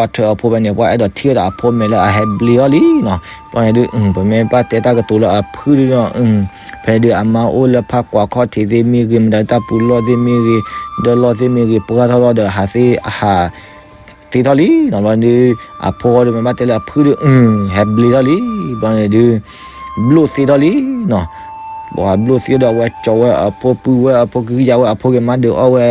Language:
S'gaw Karen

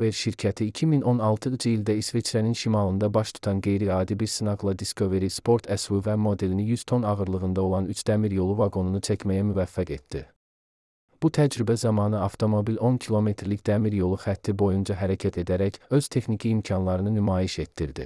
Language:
Azerbaijani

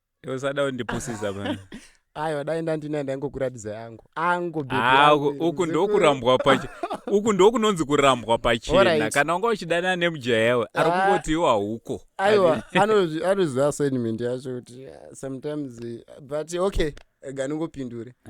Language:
Shona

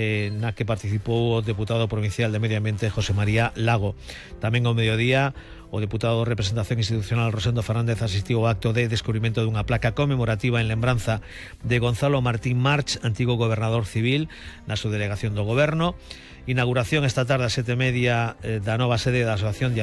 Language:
Galician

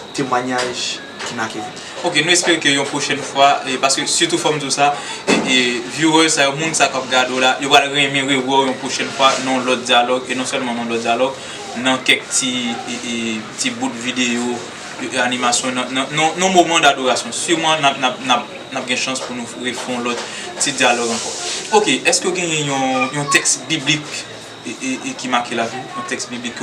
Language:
Haitian Creole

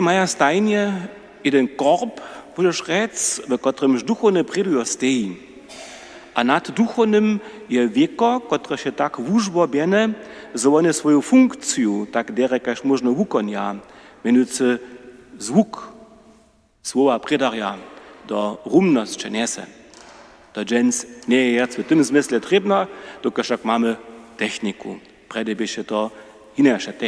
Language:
Upper Sorbian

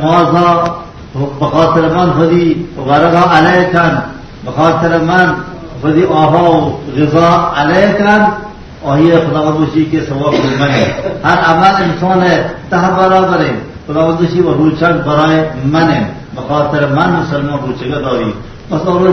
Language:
Baluchi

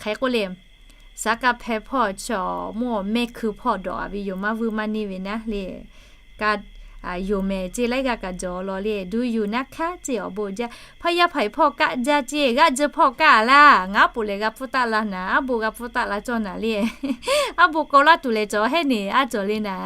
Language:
Lahu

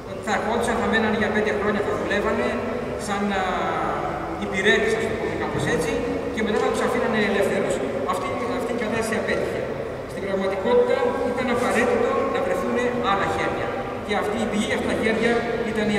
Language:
Greek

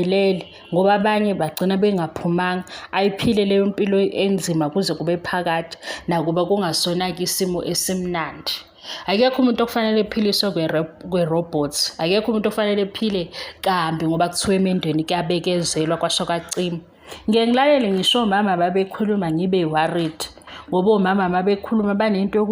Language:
Zulu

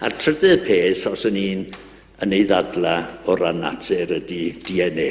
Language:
Welsh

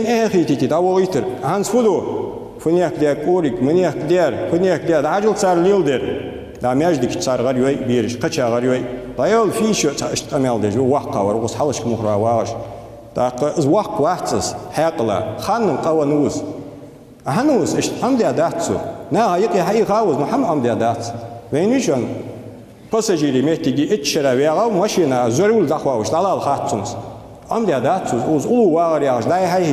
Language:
Ingush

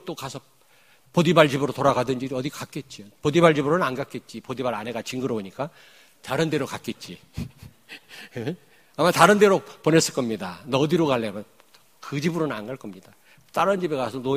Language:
Korean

